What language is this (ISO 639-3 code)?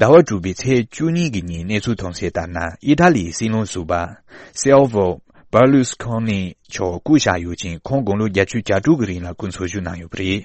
bod